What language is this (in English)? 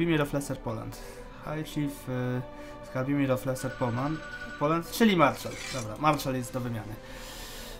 Polish